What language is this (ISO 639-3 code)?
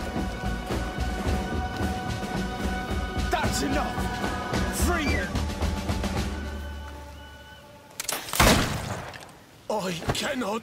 eng